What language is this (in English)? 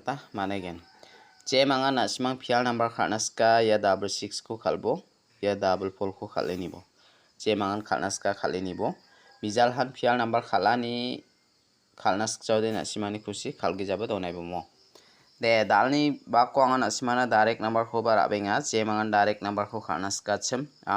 Garo